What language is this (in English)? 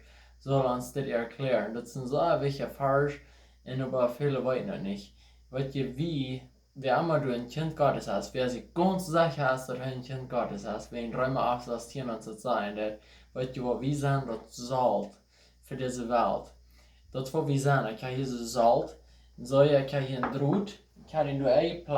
Plautdietsch